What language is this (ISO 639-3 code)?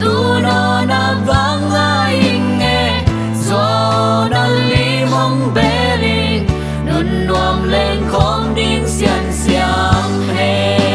ctd